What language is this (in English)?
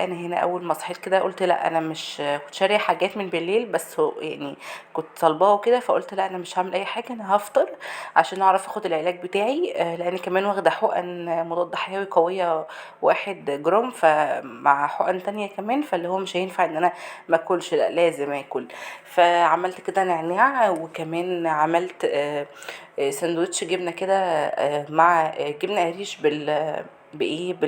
Egyptian Arabic